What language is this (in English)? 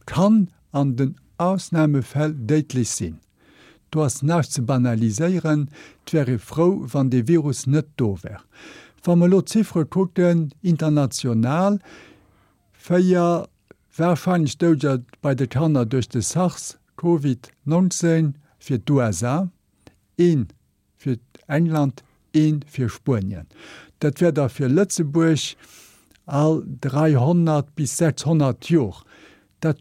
Luxembourgish